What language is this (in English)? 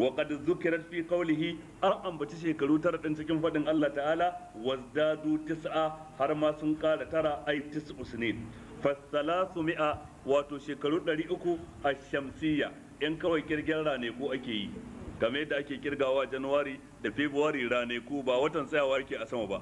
Hausa